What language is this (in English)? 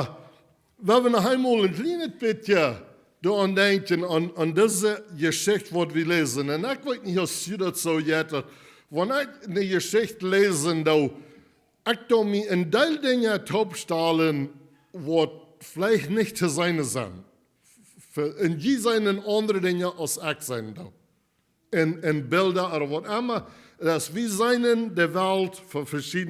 Plautdietsch